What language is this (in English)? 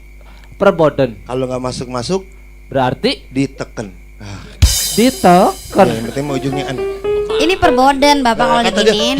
Betawi